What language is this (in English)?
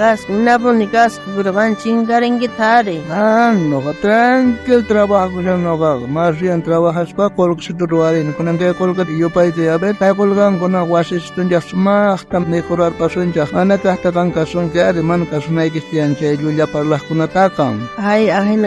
South Bolivian Quechua